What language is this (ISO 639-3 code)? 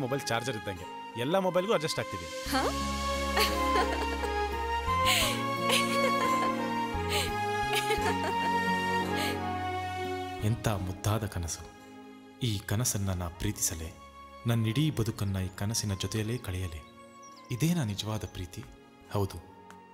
kan